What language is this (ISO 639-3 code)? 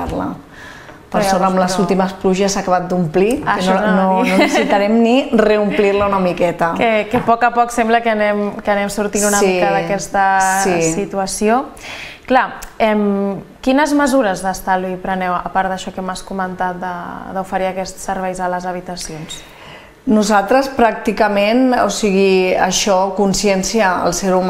cat